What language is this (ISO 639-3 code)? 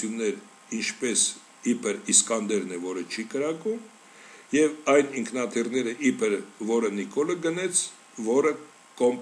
hye